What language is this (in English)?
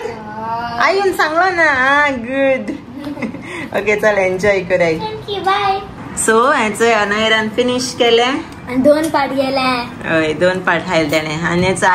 Konkani